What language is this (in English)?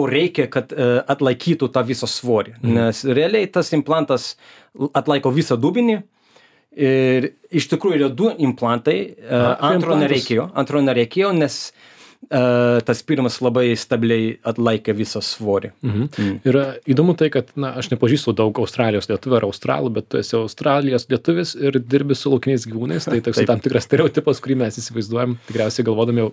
Lithuanian